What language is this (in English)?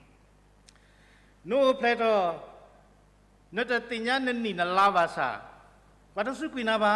S'gaw Karen